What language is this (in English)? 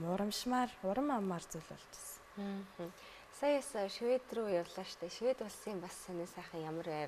Mongolian